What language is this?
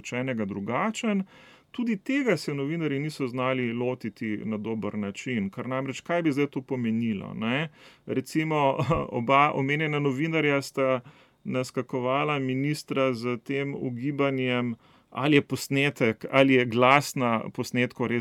Slovenian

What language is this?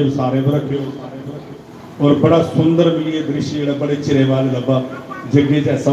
Dogri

